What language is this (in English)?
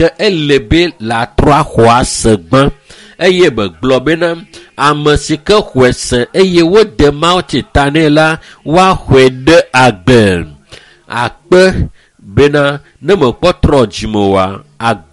Ewe